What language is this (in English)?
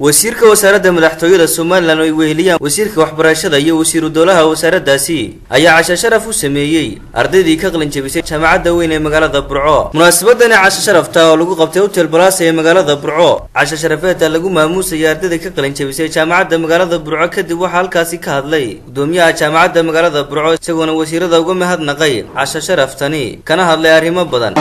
Somali